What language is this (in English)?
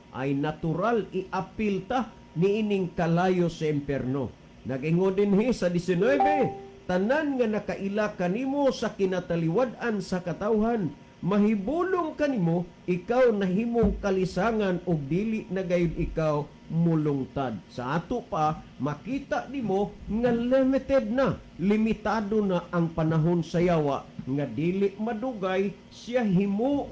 Cebuano